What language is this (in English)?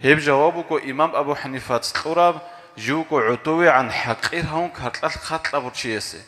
Avaric